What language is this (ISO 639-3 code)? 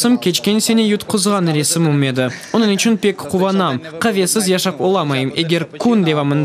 crh